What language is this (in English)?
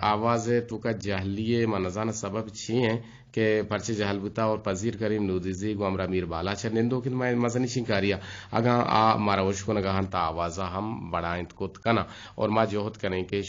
Eastern Balochi